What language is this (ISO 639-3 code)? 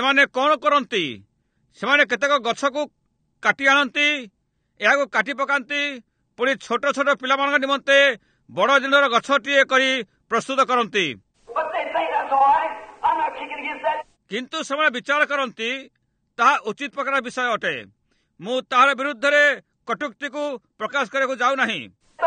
ori